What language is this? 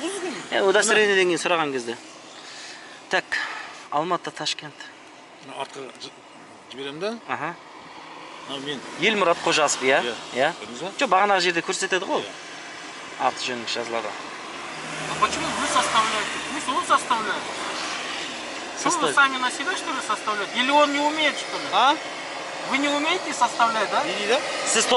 Kazakh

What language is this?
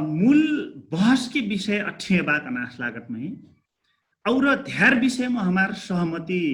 Dangaura Tharu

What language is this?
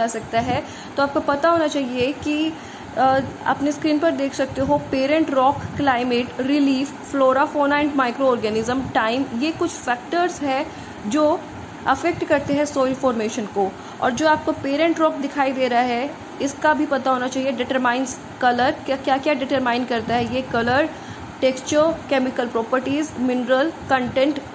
Hindi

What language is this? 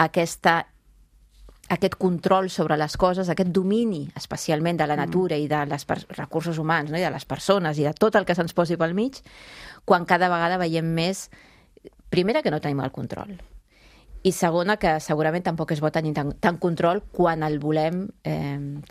Catalan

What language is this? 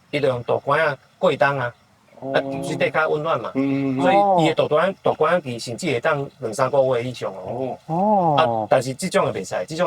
Min Nan Chinese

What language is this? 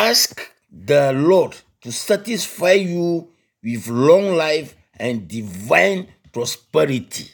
Ewe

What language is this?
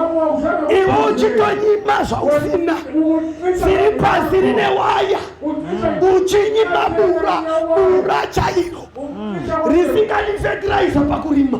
Shona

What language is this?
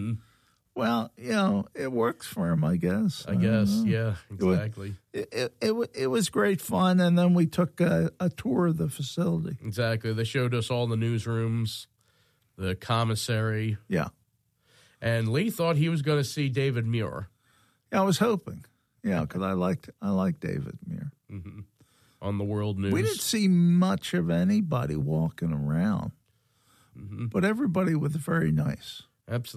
English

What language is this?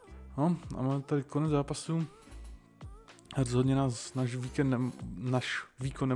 Czech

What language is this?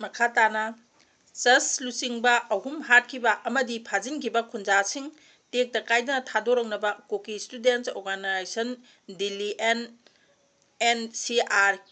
Manipuri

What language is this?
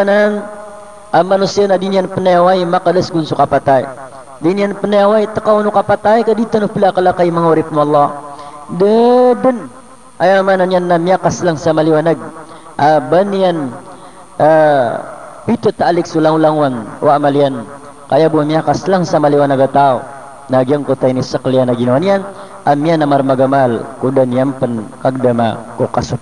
Maranao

